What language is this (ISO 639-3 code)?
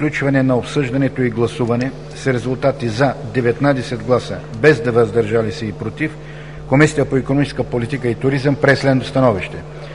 bul